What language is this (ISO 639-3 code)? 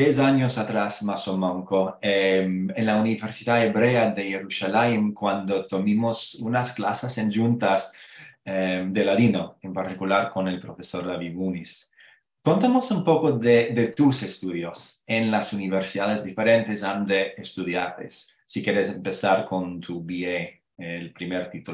lad